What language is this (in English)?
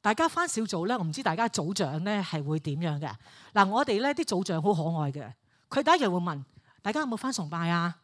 Cantonese